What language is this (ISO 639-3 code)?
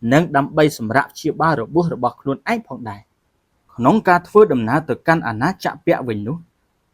khm